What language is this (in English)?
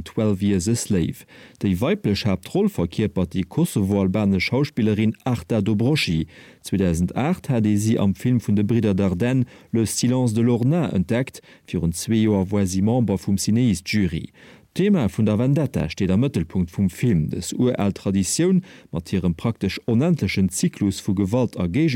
Luxembourgish